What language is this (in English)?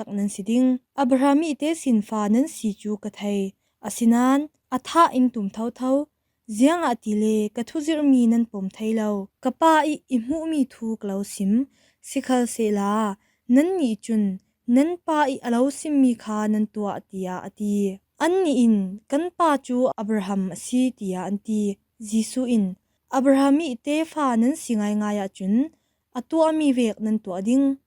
Falam Chin